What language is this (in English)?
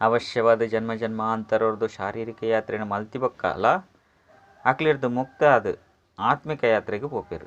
Tulu